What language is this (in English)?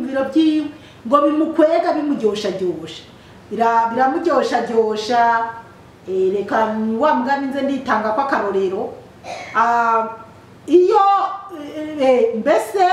Rundi